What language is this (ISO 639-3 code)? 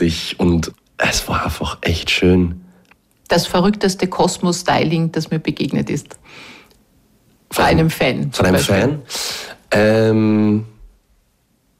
deu